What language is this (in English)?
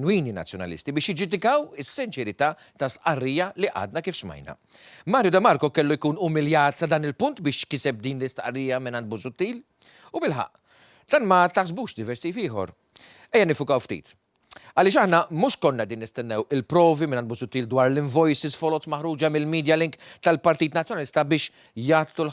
Maltese